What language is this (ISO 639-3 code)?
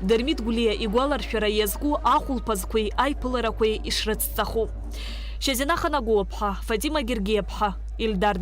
abk